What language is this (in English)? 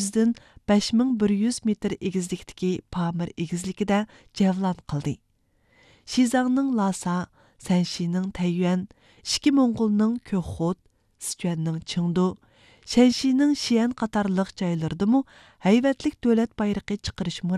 Uyghur